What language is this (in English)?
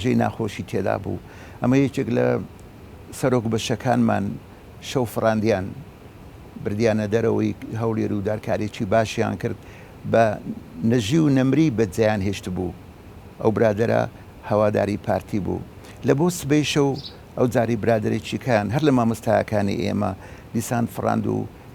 Central Kurdish